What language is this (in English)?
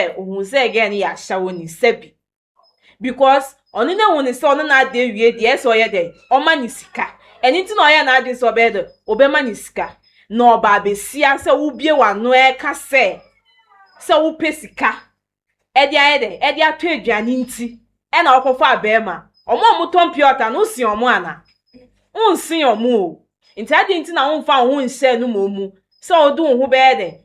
Akan